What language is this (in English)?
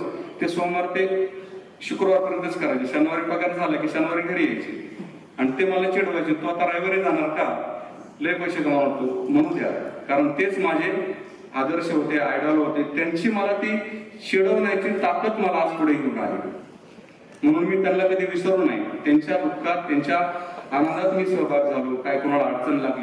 Marathi